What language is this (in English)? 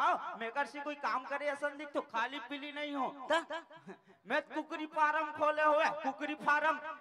Chhattisgarhi